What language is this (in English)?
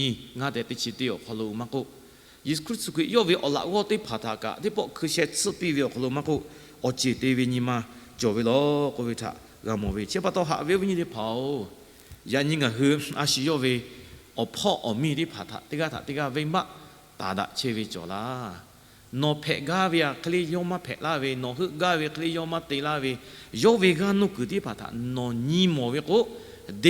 Lahu